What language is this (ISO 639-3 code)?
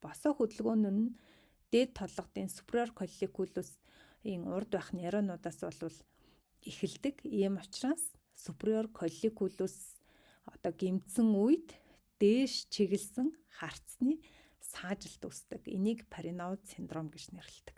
mon